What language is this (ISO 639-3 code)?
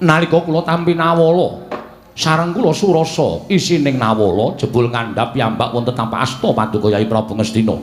jav